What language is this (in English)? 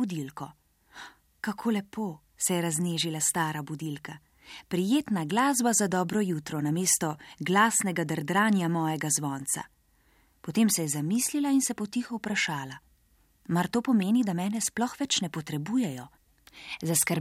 Slovenian